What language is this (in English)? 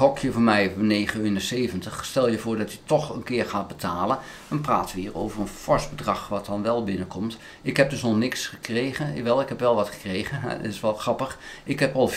Dutch